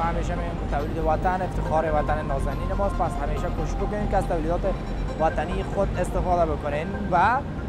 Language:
Persian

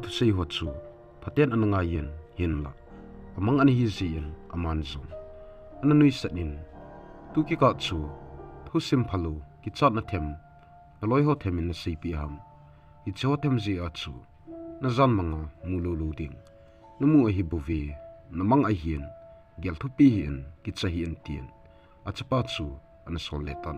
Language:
Thado Chin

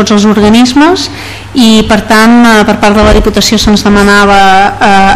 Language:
Catalan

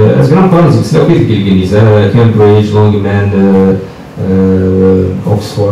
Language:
Kabyle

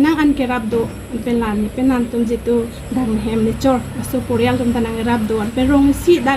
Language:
Karbi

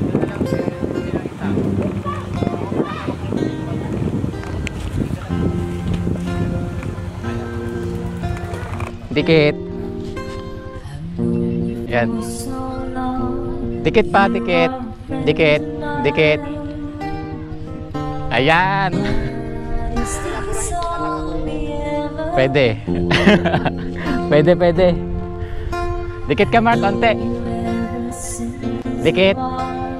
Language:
Filipino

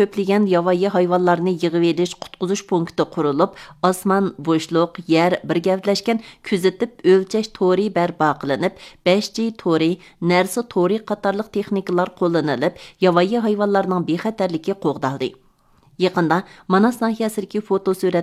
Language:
Uyghur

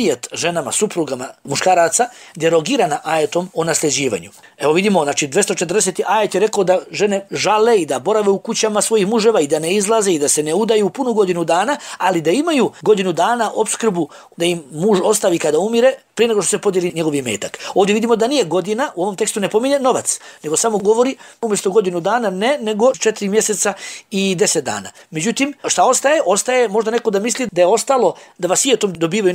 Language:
Bosnian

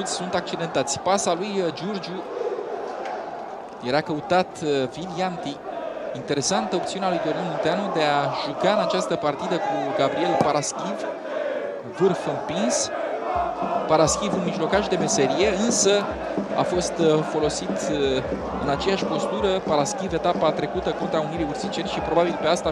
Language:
Romanian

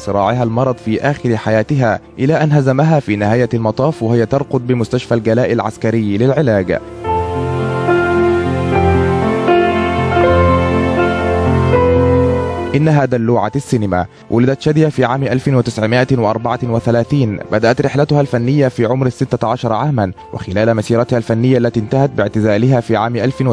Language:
Egyptian Arabic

